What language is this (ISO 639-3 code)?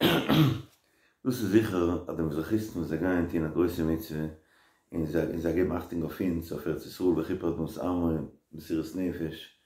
yid